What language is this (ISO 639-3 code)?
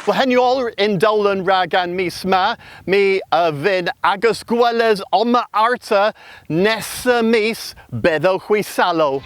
cor